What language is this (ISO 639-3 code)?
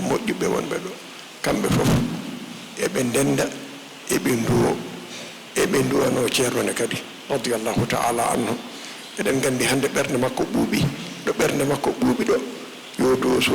ful